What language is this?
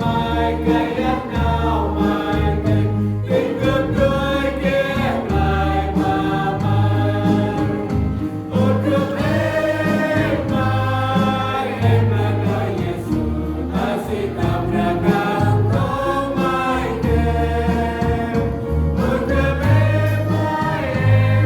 Central Mnong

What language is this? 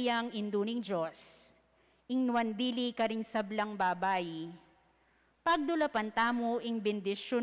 Pampanga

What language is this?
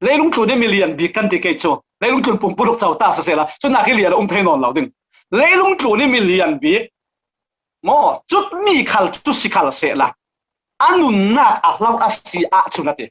Falam Chin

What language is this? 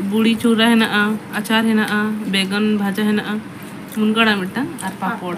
Santali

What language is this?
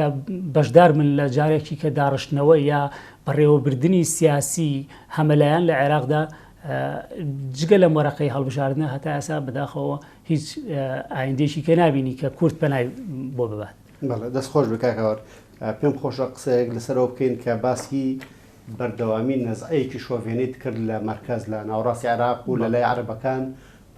Central Kurdish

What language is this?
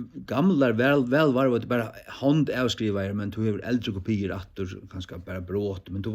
Faroese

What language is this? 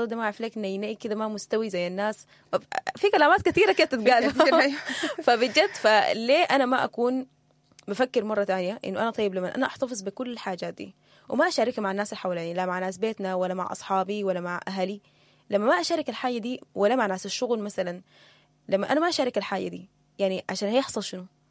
Sudanese Arabic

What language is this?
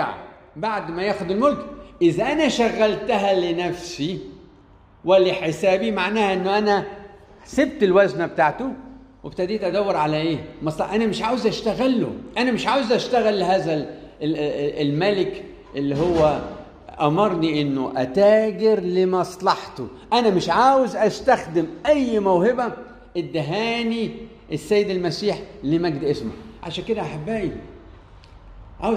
Egyptian Arabic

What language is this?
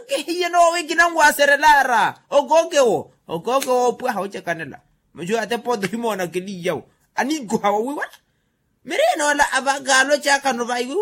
Makhuwa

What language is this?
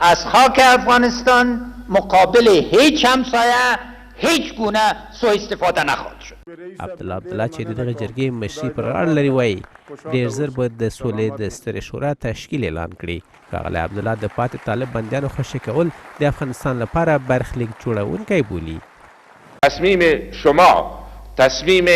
Pashto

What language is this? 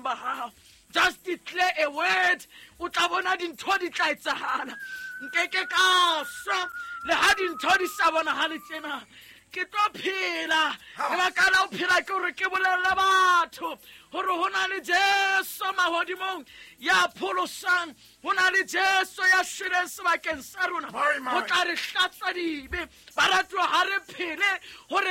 Southern Sotho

